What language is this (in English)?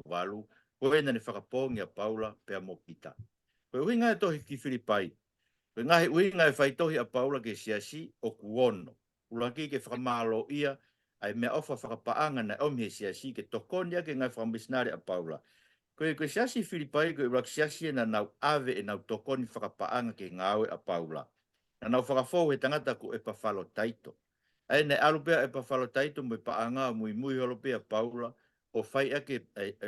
Tongan